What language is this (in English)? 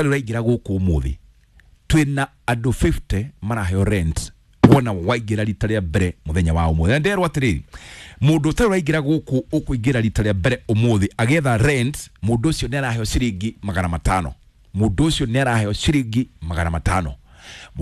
Kikuyu